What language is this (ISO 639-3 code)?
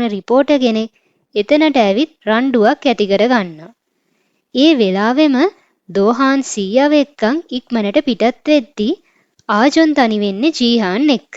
sin